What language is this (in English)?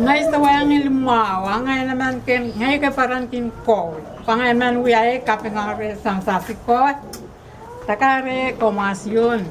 Pohnpeian